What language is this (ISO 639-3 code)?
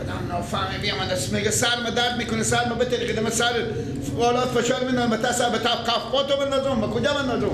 fas